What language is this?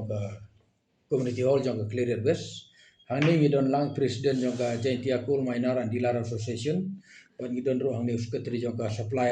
Khasi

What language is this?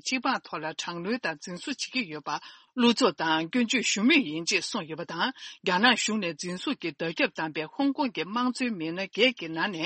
Tibetan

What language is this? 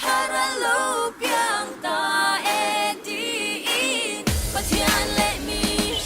Mizo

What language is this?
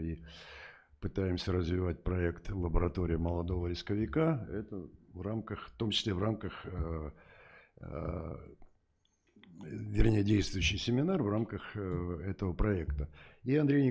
Russian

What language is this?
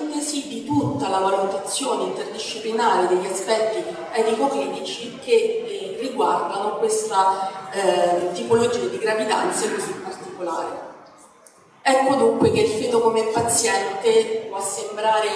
Italian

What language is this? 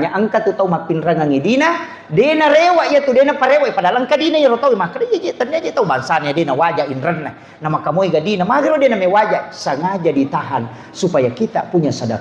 Buginese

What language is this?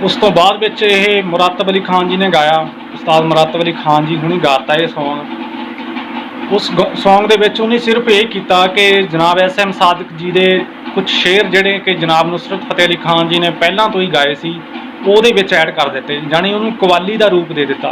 Saraiki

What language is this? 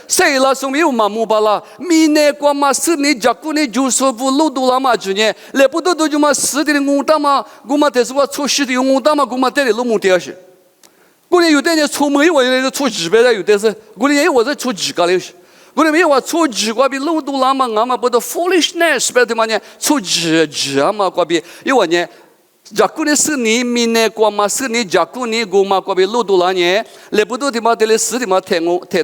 Lisu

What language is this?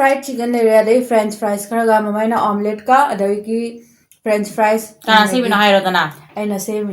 Manipuri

